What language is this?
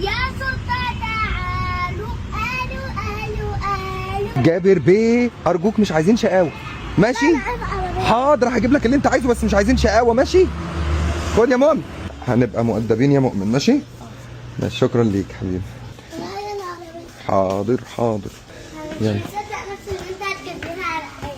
Egyptian Arabic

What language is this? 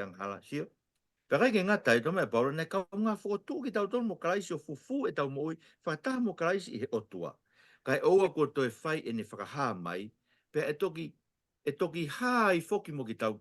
Tongan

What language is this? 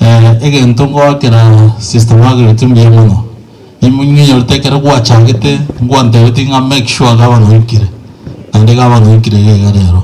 Gusii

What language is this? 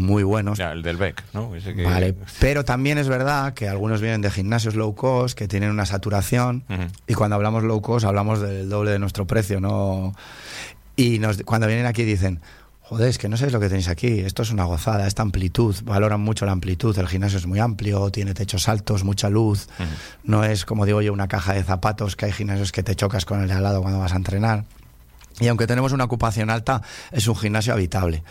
Spanish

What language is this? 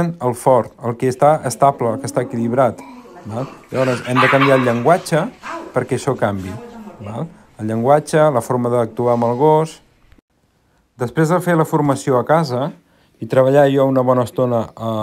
Catalan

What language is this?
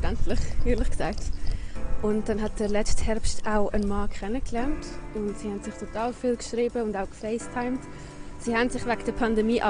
Swiss German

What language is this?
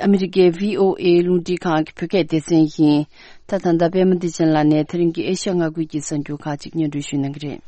Tibetan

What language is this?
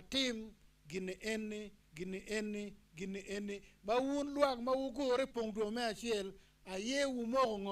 Acoli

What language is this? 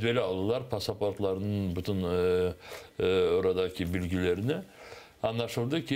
Crimean Tatar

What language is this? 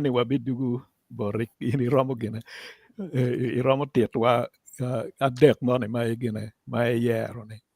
Acoli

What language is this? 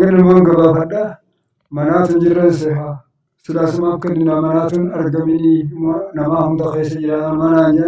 Oromo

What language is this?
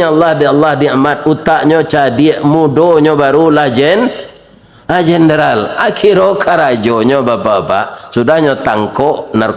Minangkabau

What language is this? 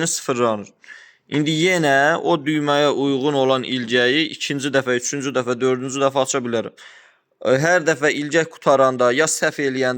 Azerbaijani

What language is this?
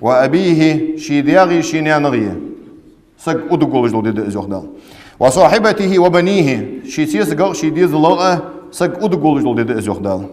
Ingush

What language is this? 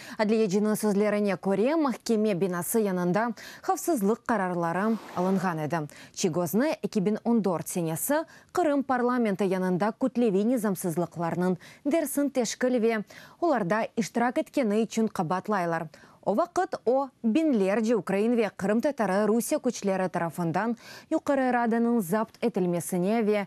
Crimean Tatar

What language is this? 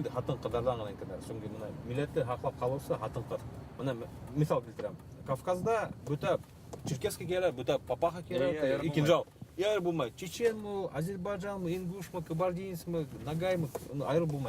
Bashkir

